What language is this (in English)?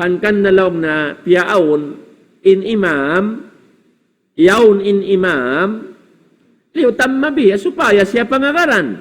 Tausug